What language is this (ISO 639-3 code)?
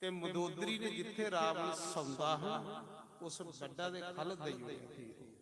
doi